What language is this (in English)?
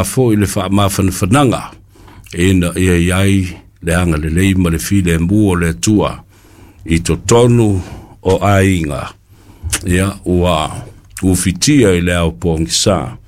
Samoan